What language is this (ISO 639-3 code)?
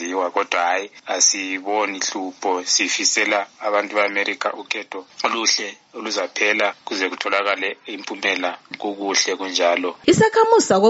nde